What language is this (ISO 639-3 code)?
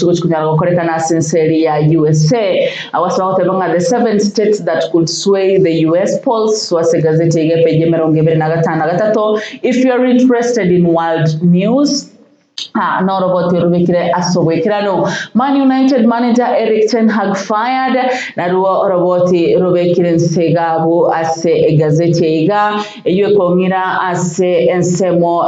guz